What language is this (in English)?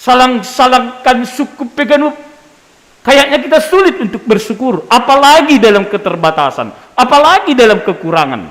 Batak Simalungun